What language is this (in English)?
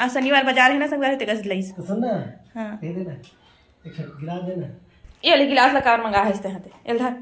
Chhattisgarhi